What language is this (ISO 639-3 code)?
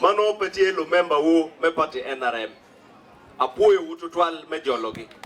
ach